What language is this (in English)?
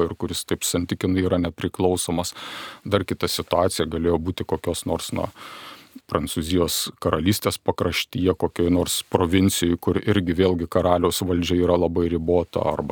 Lithuanian